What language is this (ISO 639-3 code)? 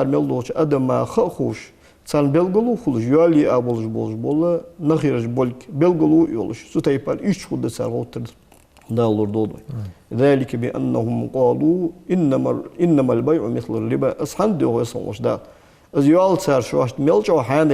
inh